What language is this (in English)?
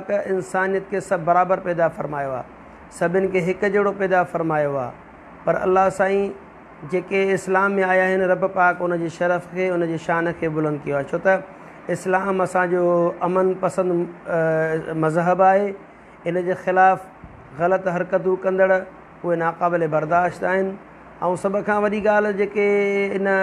Sindhi